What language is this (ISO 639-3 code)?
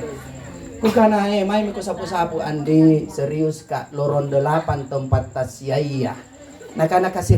mak